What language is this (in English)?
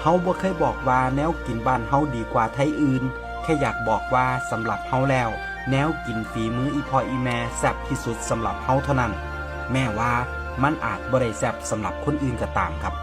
Northeastern Thai